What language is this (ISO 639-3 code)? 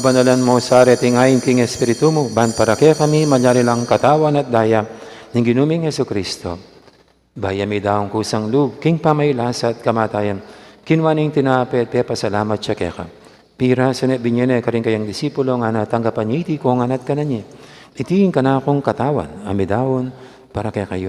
pam